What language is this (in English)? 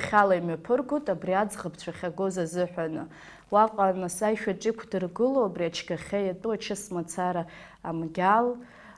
Abkhazian